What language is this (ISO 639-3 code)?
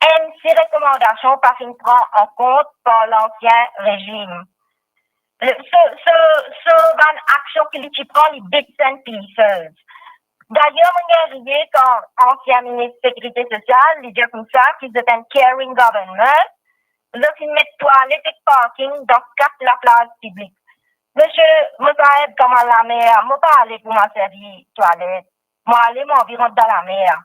mfe